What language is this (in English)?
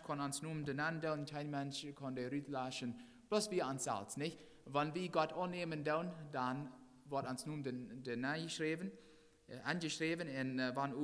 Plautdietsch